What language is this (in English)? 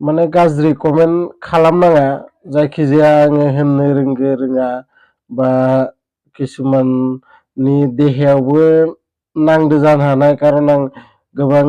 Bodo